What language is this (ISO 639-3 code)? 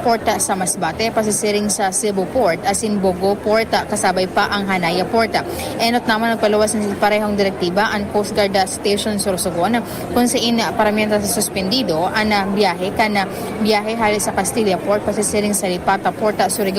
bik